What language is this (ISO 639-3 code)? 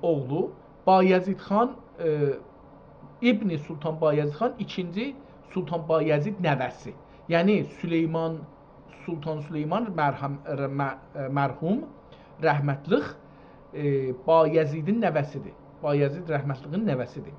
azb